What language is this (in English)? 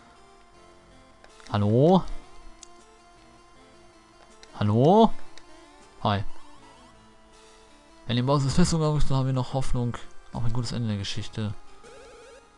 German